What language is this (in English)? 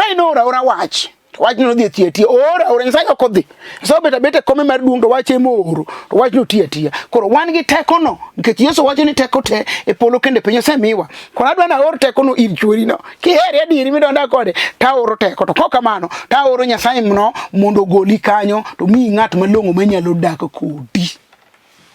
Luo (Kenya and Tanzania)